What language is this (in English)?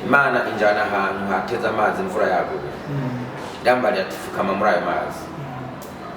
Rundi